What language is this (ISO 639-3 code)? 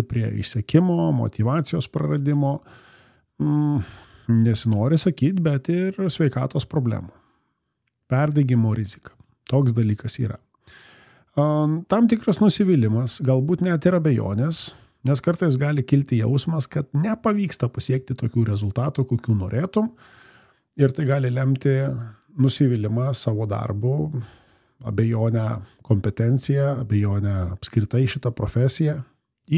lit